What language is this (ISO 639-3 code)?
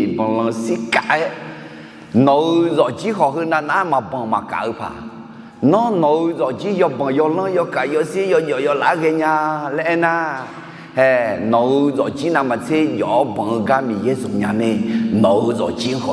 ahk